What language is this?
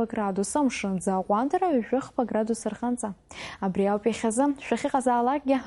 Abkhazian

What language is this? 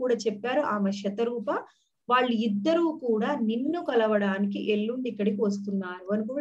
Telugu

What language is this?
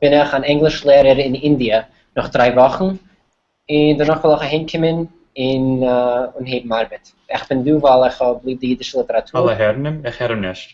Yiddish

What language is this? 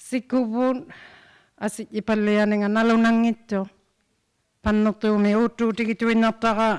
Inuktitut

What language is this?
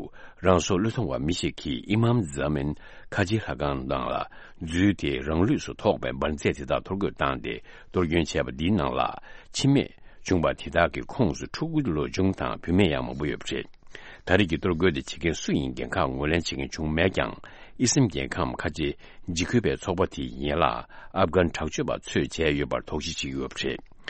Tibetan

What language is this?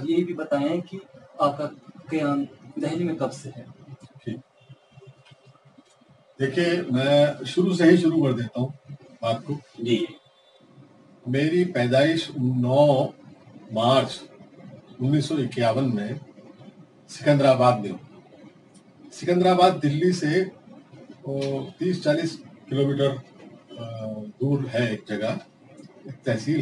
Urdu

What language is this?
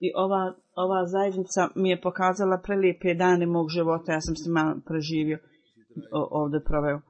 Bosnian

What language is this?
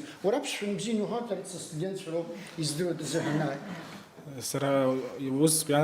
Abkhazian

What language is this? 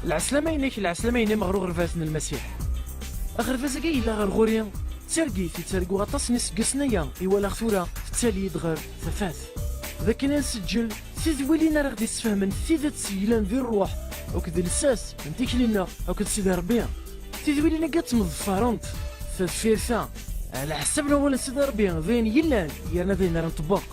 Kabyle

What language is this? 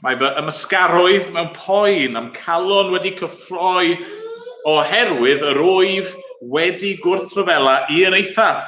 Welsh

